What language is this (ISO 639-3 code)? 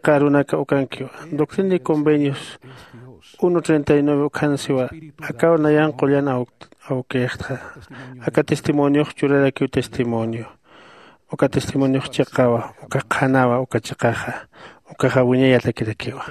aym